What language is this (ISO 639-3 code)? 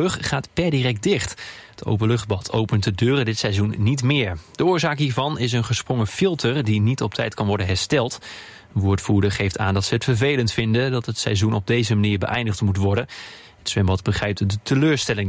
nld